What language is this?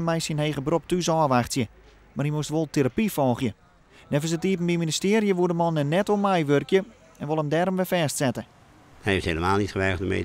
Western Frisian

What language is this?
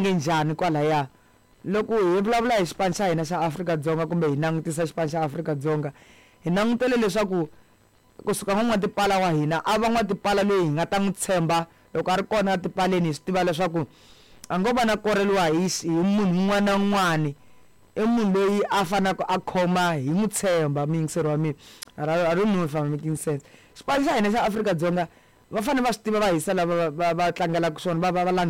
Tsonga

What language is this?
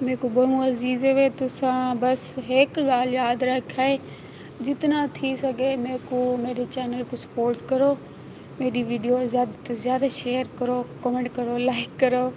Saraiki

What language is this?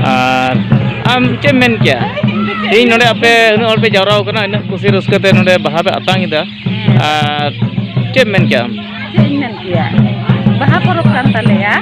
Santali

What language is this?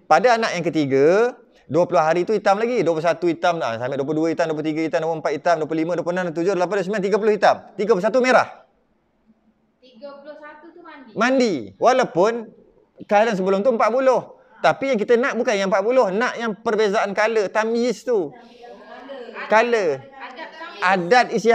Malay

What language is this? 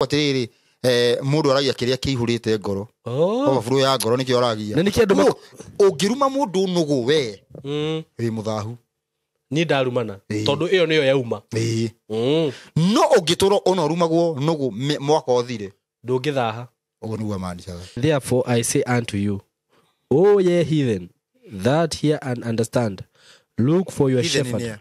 Kikuyu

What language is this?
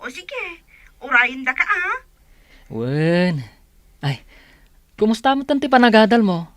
Iloko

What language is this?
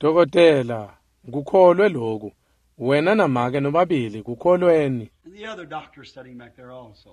Swati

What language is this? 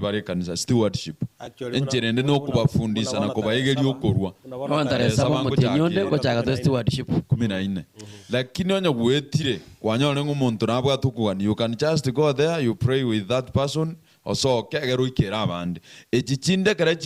Gusii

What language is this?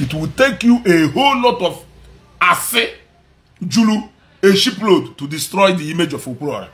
Igbo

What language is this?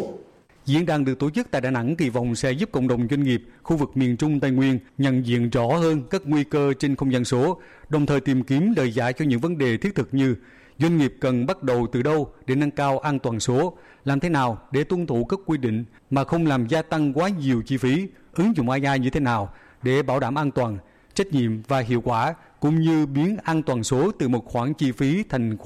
Vietnamese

